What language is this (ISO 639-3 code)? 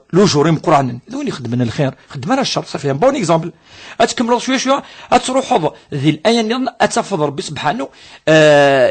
kab